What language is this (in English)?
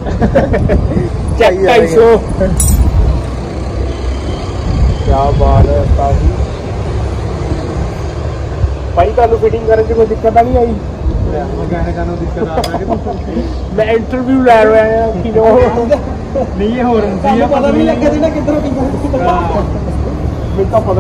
Punjabi